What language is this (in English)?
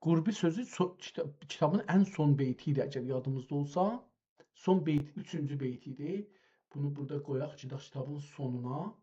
South Azerbaijani